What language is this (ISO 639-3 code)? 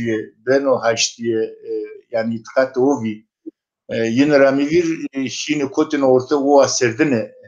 zza